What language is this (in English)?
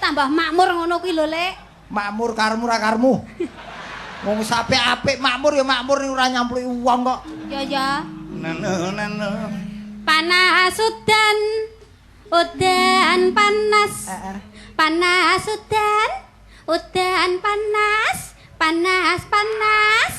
Javanese